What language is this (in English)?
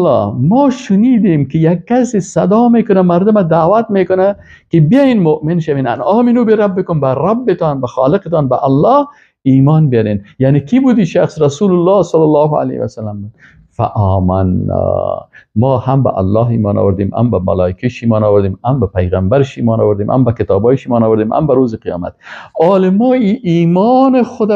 Persian